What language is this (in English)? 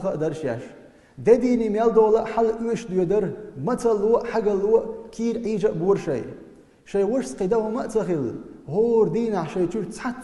Chechen